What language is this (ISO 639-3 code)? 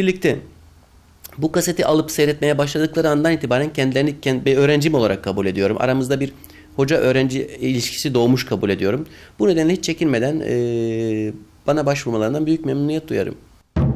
tur